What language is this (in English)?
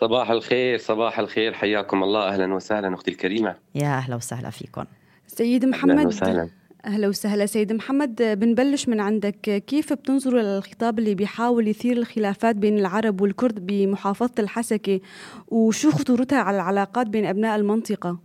North Levantine Arabic